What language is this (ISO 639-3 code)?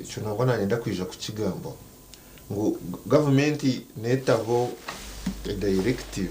nyn